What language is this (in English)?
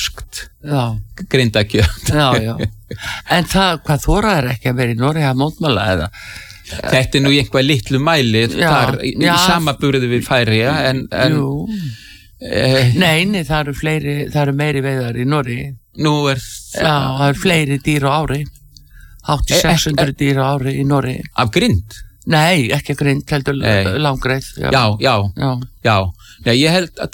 Icelandic